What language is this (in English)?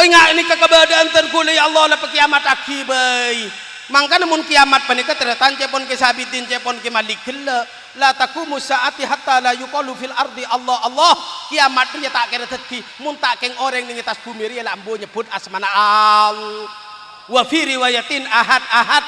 Madurese